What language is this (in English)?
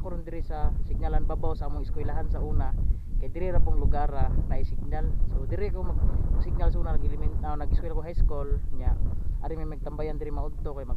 Cebuano